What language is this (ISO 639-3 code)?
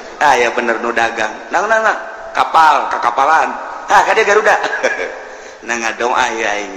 sun